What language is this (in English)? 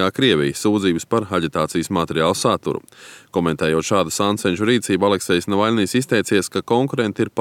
Latvian